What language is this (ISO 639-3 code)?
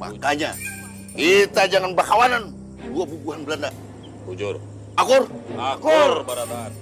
bjn